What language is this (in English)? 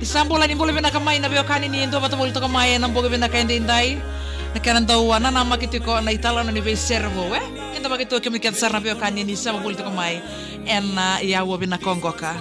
Fijian